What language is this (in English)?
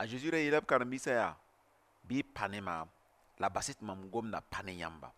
Mossi